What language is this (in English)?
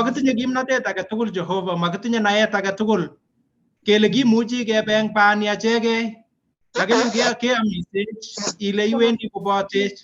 Kalenjin